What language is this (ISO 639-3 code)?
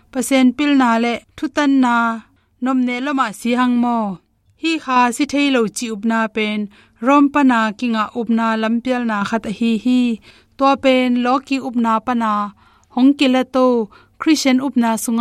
ctd